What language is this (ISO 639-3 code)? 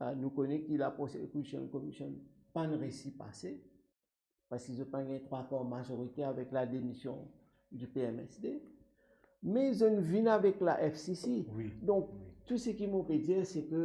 mfe